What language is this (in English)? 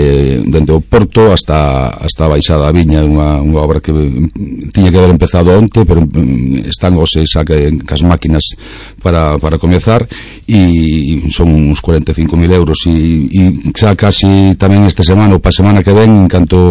Galician